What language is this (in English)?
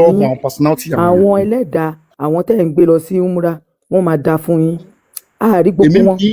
Yoruba